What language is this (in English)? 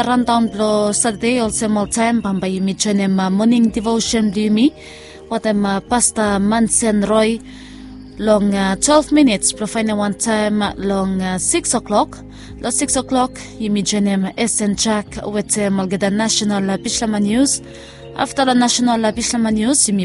Bislama